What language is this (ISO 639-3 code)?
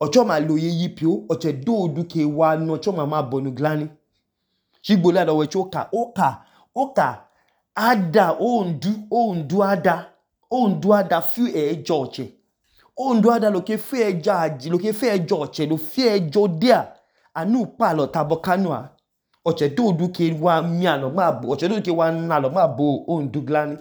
idu